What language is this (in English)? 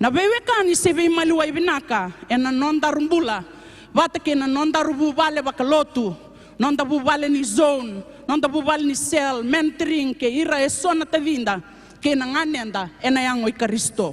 Fijian